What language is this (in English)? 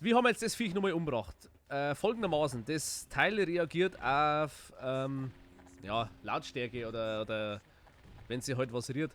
Bavarian